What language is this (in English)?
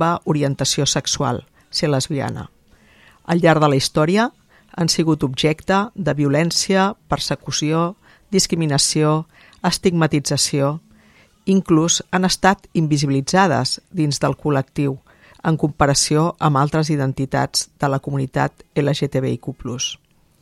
Catalan